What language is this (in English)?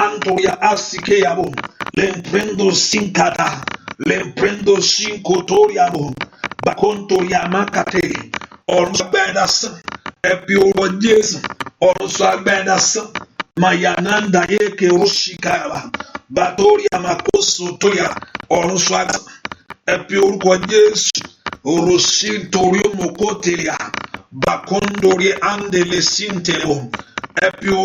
Yoruba